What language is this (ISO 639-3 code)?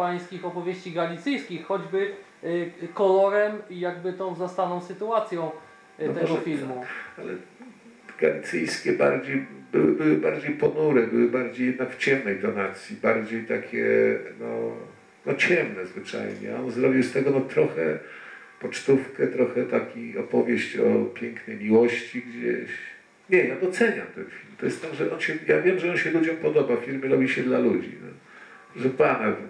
pol